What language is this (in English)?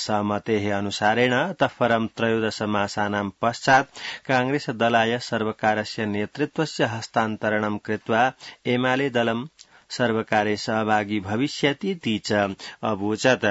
Sanskrit